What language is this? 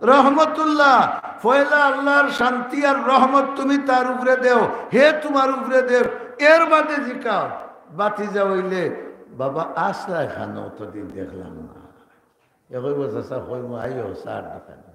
Sylheti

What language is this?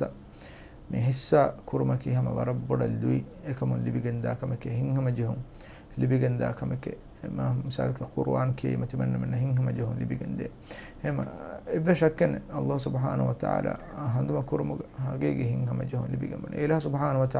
Divehi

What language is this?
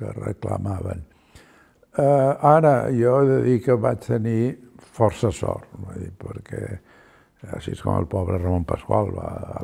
Catalan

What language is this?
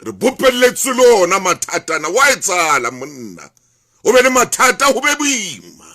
Southern Sotho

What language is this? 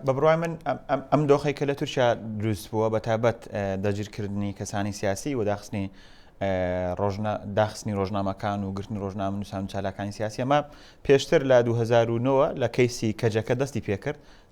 Central Kurdish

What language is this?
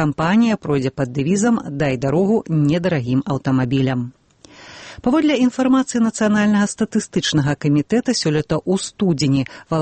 Belarusian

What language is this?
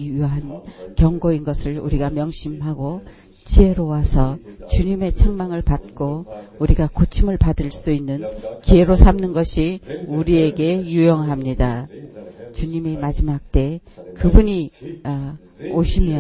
Korean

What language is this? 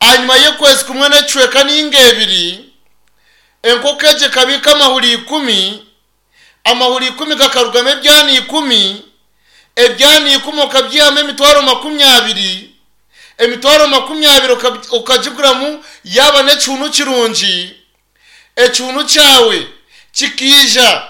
Nyankole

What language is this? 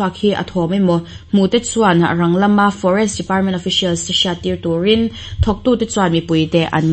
Mizo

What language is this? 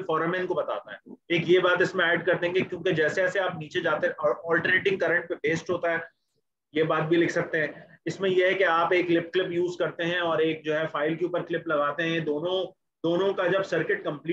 Hindi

